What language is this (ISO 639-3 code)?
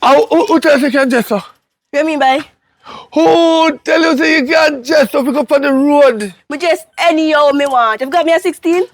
jam